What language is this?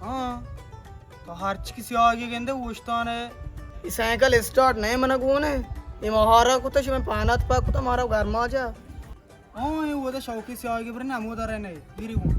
Baluchi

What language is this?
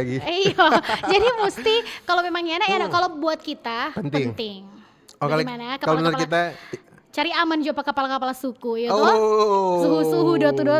Manado Malay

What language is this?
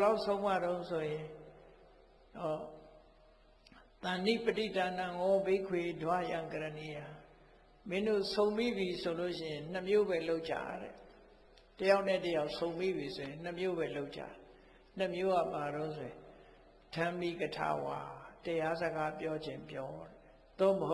Burmese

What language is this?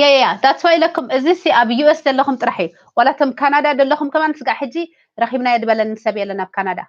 Tigrinya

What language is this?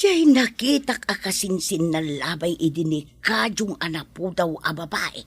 Iloko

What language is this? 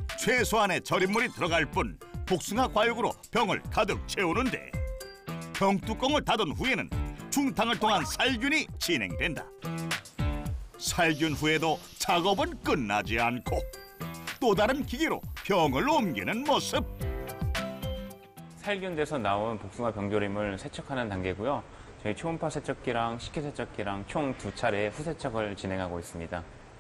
Korean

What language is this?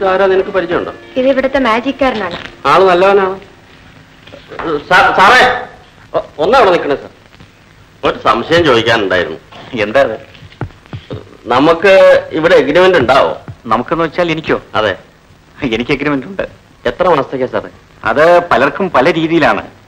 Malayalam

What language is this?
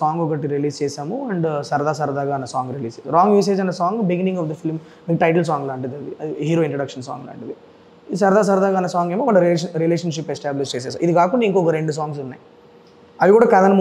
Telugu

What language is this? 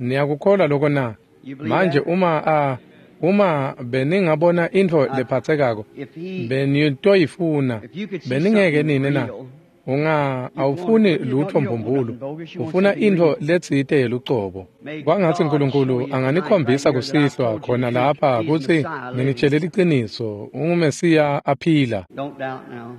Swati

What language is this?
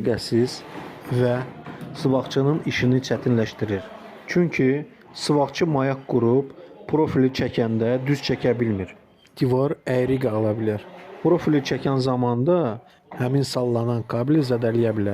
Azerbaijani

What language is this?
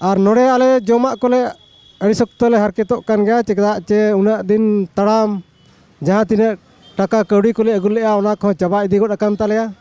Santali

